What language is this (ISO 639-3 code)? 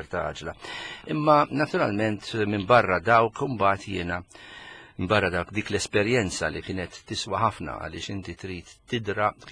mlt